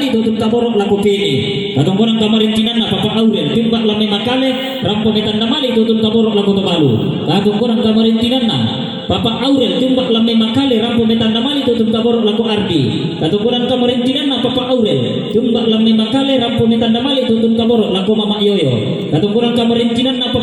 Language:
Toraja-Sa'dan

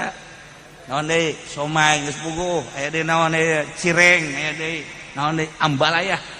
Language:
Sundanese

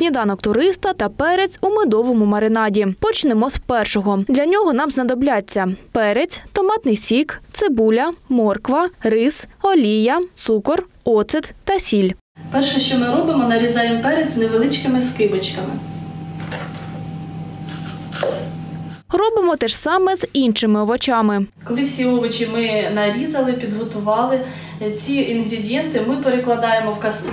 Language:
Ukrainian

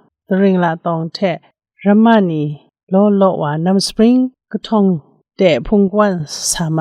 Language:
Kachin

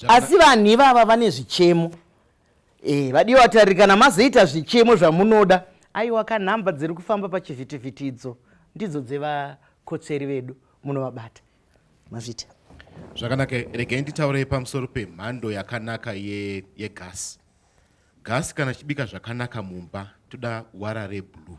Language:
Shona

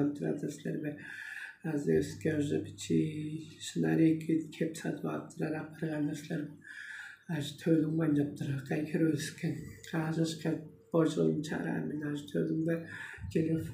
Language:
Tuvinian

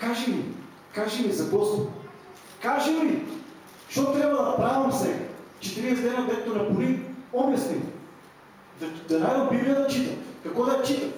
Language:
Macedonian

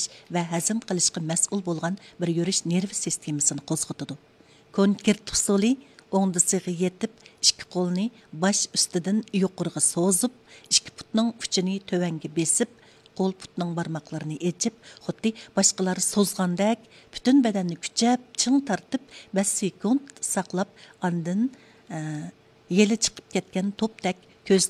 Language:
Uyghur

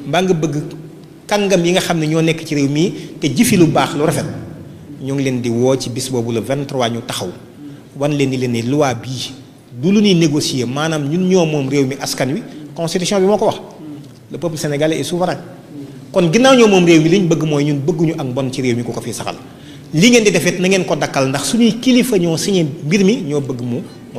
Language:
Wolof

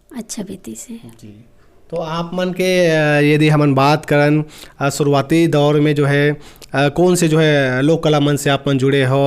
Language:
Chhattisgarhi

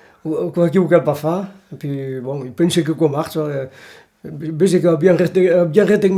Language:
Occitan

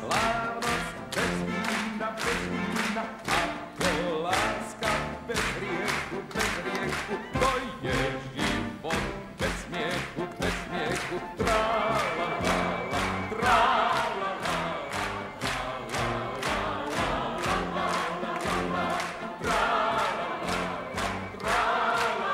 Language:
Slovak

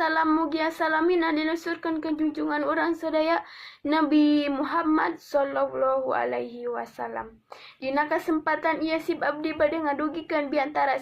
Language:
Sundanese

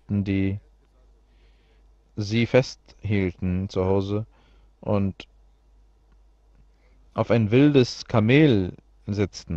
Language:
German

